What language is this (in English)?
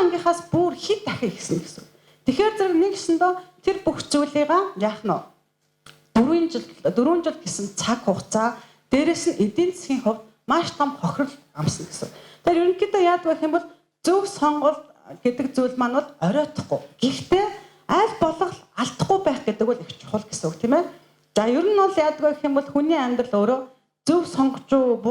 Mongolian